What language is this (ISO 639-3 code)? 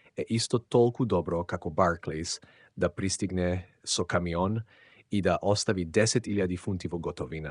mkd